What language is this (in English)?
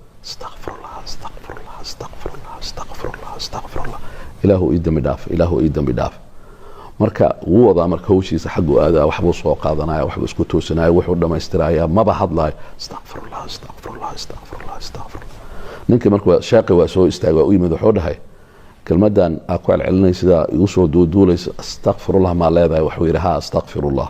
Somali